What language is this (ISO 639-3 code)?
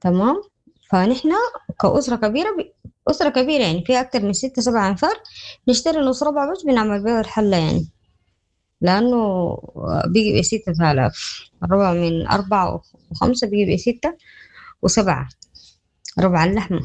apd